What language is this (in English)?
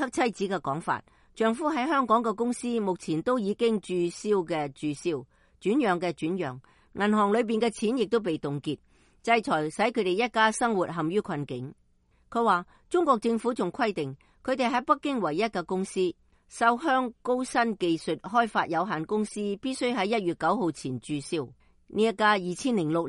Cantonese